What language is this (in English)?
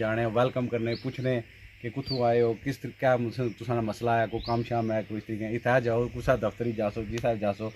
Pahari-Potwari